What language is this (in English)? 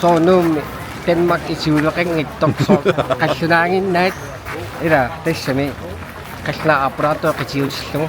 Kalaallisut